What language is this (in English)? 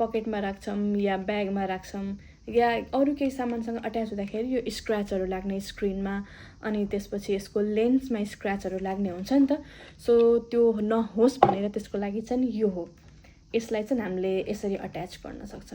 Nepali